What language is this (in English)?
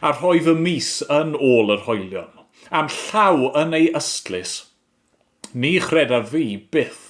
Welsh